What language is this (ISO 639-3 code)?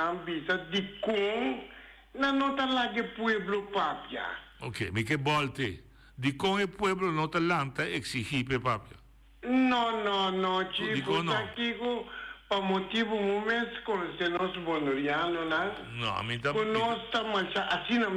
pap